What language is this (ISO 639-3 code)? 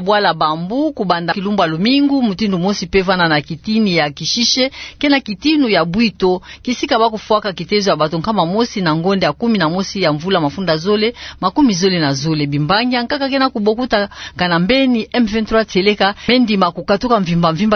ktu